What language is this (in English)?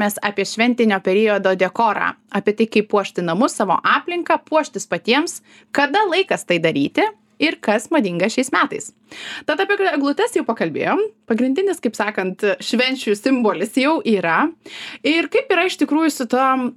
Lithuanian